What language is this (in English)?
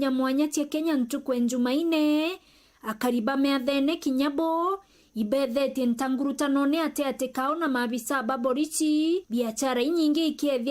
Meru